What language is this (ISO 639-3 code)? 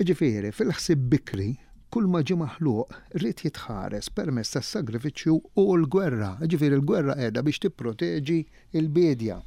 mlt